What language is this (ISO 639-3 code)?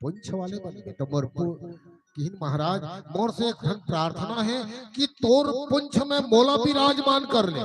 hne